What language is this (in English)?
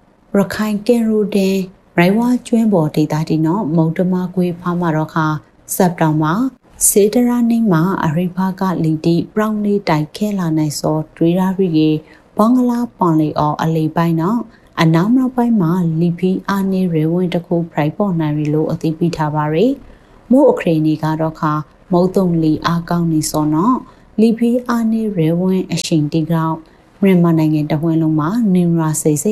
Burmese